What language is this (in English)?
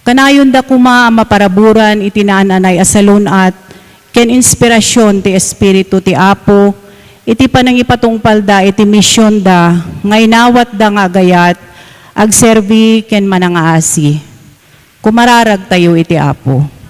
Iloko